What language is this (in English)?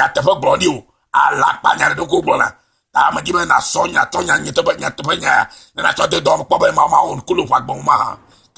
Ewe